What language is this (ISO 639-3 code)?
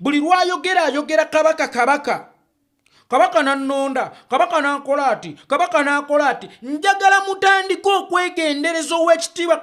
lug